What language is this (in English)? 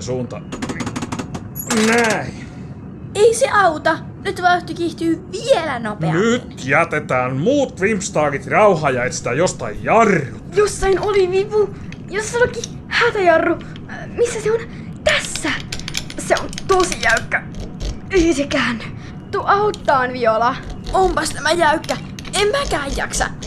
Finnish